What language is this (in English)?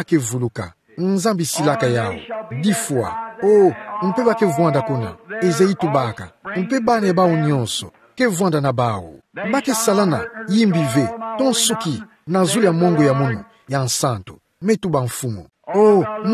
Kituba (Democratic Republic of Congo)